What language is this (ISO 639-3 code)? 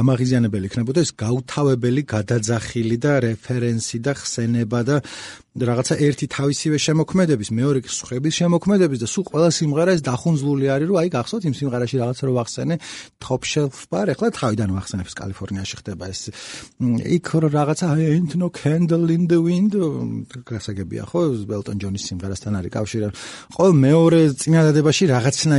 kat